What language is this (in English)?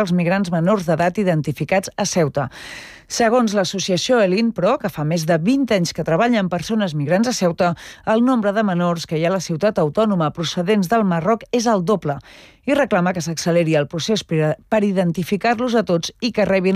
Catalan